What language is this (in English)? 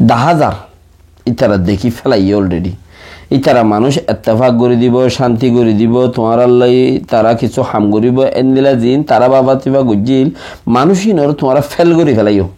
Rohingya